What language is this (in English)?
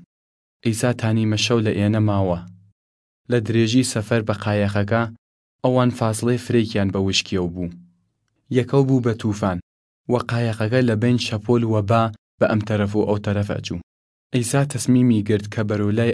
Southern Kurdish